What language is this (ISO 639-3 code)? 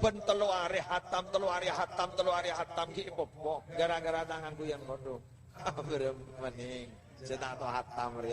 mad